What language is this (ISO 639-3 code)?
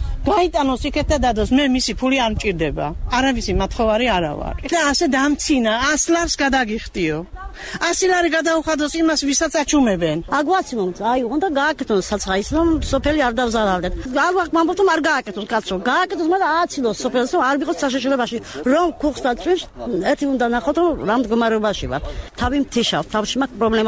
kat